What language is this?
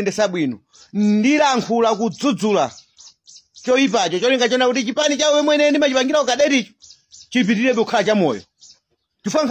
Nyanja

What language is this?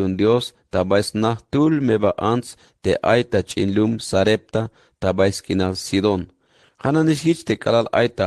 Tzeltal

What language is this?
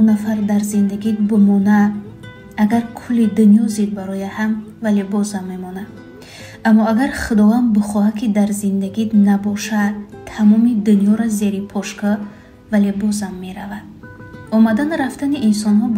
Tajik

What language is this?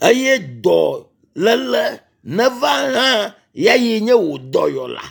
Ewe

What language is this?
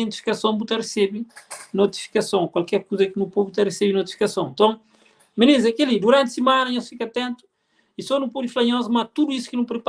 Kabuverdianu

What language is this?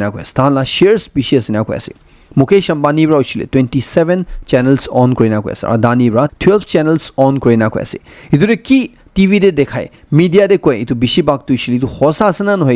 Naga Pidgin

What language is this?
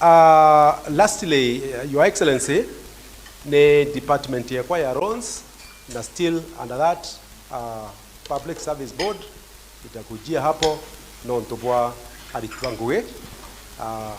Meru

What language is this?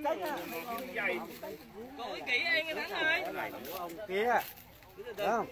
Vietnamese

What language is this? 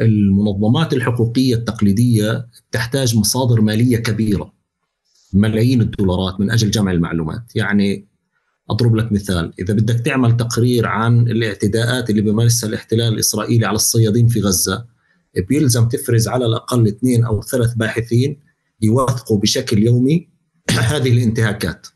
North Levantine Arabic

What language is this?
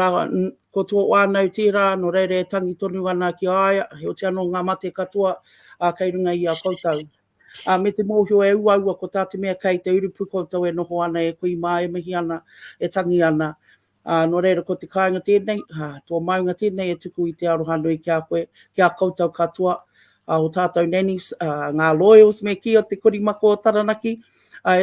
Māori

